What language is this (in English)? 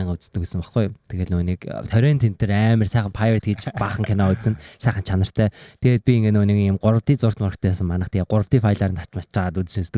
Mongolian